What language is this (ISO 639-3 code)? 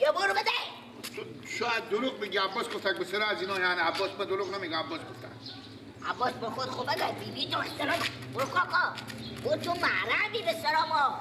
fas